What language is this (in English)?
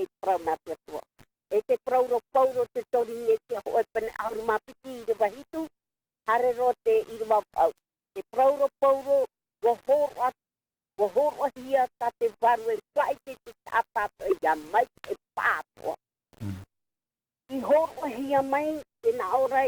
Tahitian